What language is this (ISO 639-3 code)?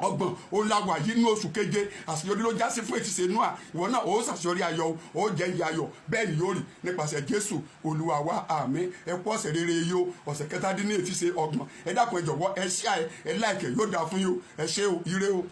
yor